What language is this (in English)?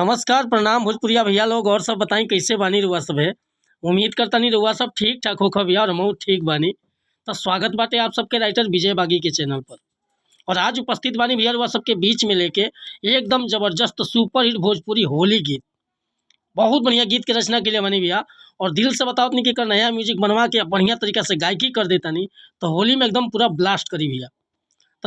Bhojpuri